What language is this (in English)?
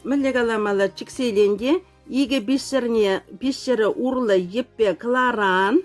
Chuvash